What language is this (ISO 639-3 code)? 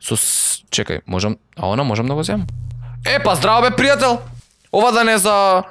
mkd